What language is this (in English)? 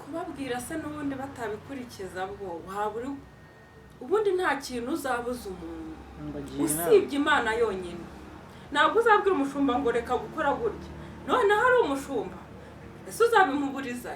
Kinyarwanda